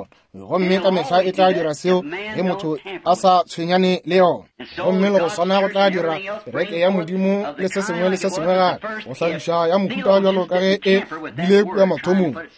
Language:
Northern Sotho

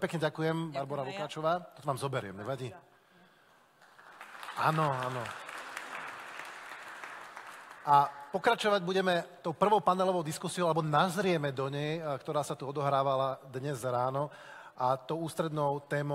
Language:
Slovak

